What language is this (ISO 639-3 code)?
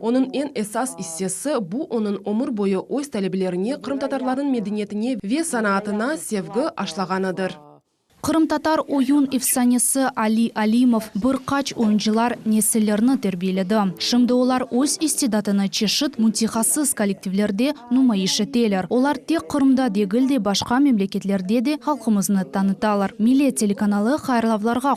crh